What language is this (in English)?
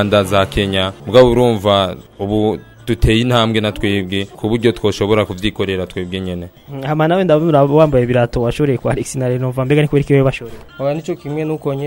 Rundi